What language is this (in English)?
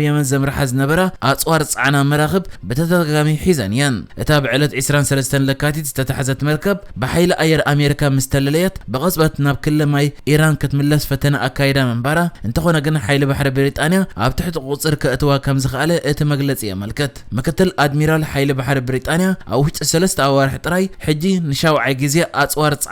Tigrinya